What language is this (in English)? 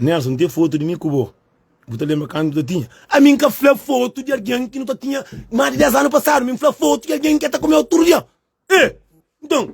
Kabuverdianu